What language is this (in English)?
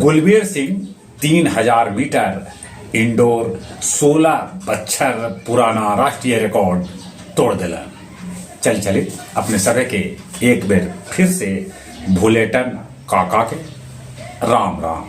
Magahi